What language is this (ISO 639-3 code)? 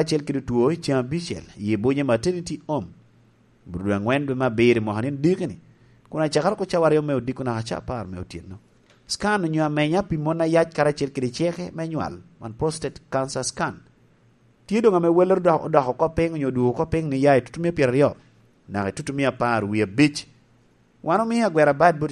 laj